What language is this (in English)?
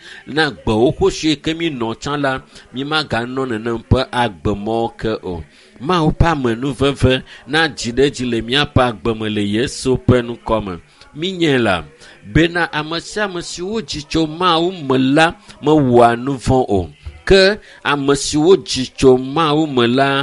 Ewe